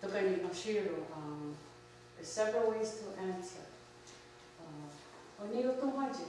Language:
Mohawk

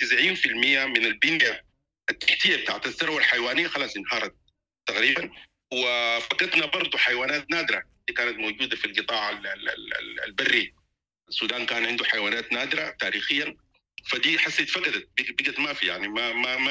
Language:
Sudanese Arabic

